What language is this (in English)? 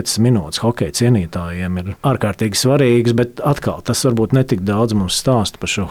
Latvian